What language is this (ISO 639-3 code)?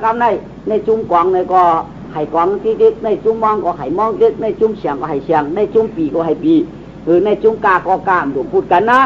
shn